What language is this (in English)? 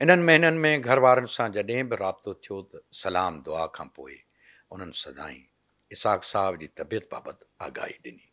Sindhi